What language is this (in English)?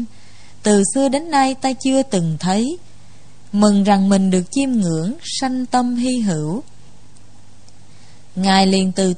Vietnamese